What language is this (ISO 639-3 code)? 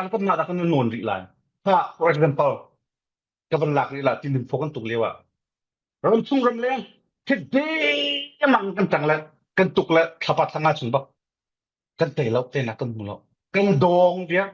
cfm